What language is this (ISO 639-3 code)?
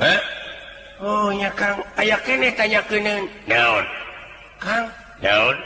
sun